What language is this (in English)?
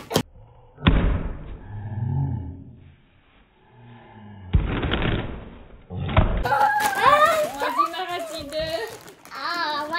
Kazakh